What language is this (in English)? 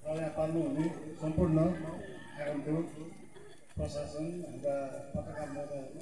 Nepali